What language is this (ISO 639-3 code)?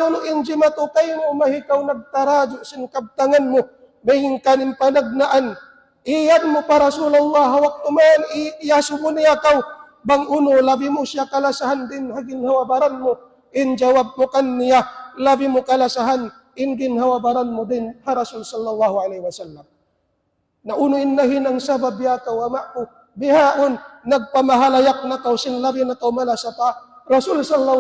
tsg